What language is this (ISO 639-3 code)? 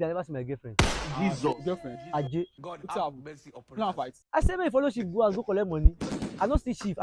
pcm